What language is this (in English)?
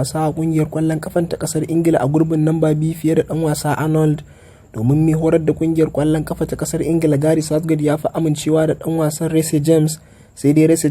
Hausa